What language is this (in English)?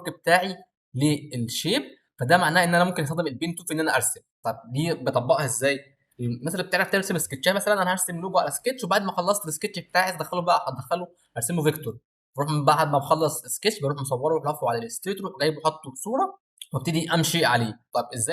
Egyptian Arabic